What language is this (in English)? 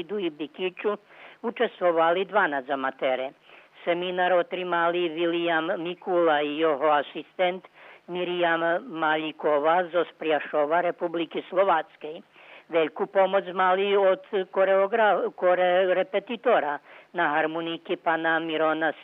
Rusyn